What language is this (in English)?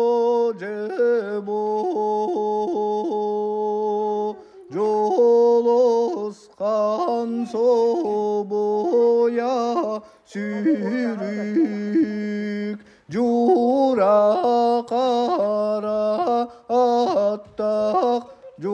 Yakut